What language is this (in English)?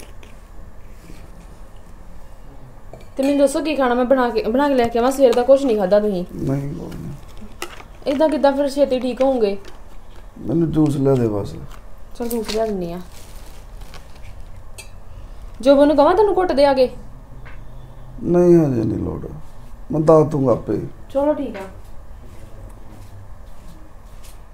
Punjabi